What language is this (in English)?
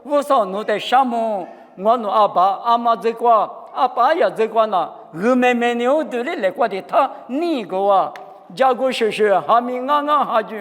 Lisu